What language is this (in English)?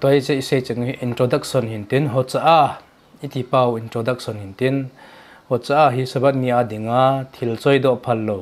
Thado Chin